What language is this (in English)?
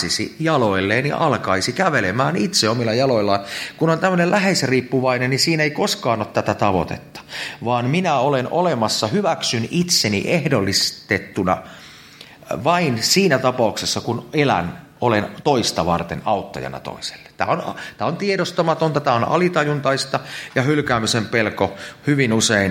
Finnish